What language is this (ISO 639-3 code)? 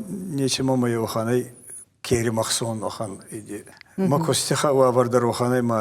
oss